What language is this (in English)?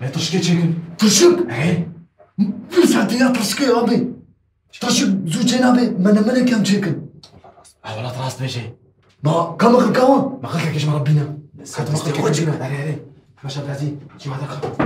Kurdish